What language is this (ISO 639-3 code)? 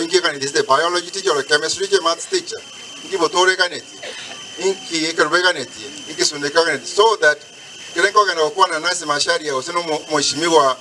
guz